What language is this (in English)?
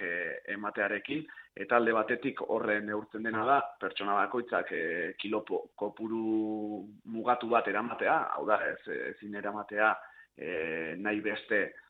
Basque